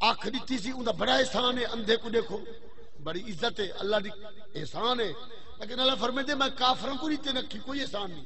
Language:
Saraiki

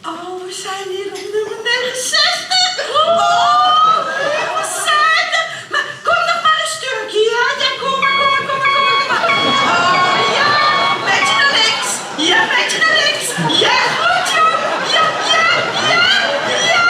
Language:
Limburgish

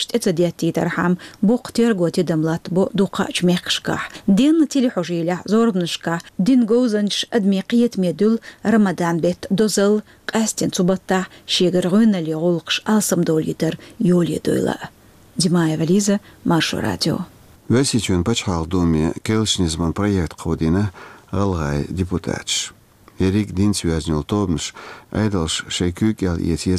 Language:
Chechen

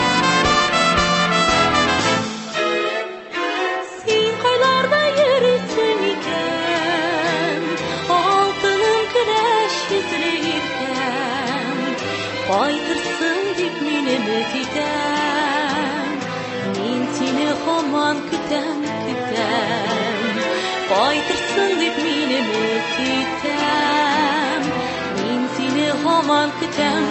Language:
Tatar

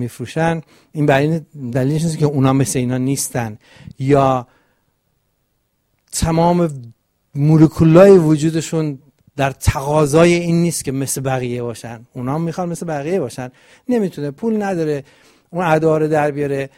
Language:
Persian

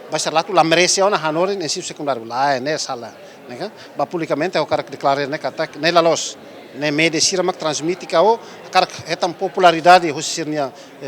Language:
Tetum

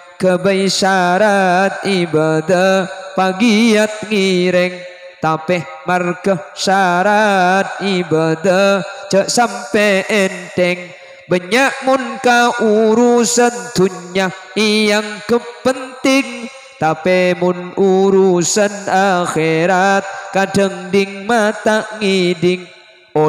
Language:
Madurese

